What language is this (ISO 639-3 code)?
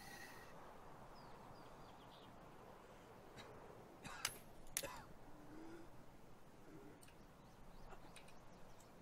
ita